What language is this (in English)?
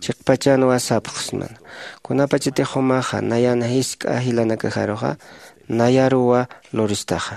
Aymara